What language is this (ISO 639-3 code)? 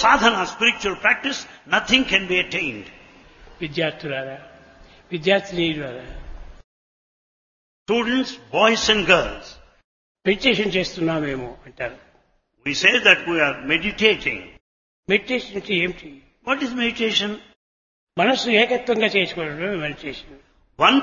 tel